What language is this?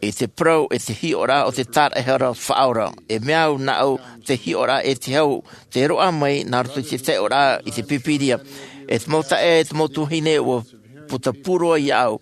Tahitian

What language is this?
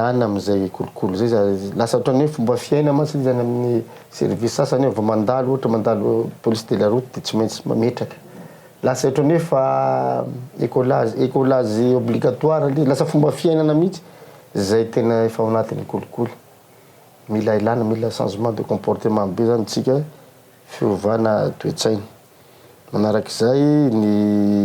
Malagasy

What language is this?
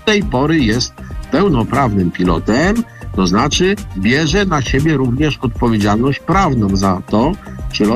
Polish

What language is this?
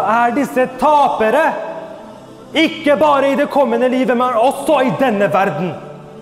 Norwegian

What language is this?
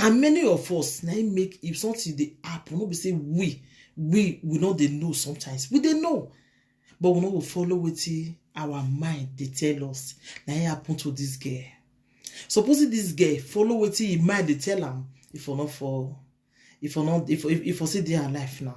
Nigerian Pidgin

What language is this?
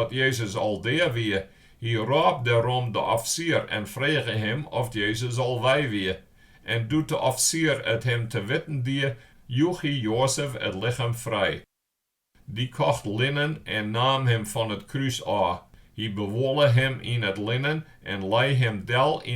Western Frisian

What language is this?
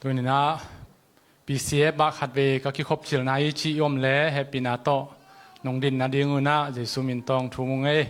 Tedim Chin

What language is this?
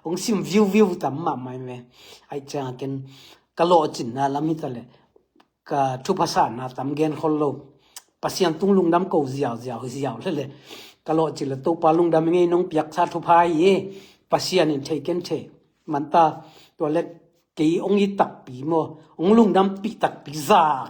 Tedim Chin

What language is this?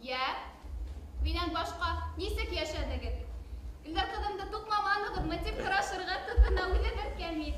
Bashkir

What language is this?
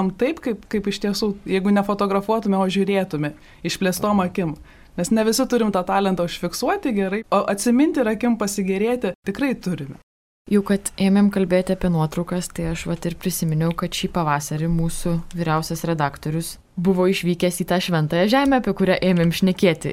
Lithuanian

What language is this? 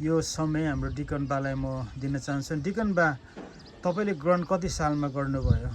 Nepali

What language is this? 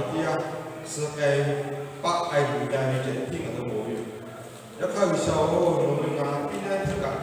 Lahu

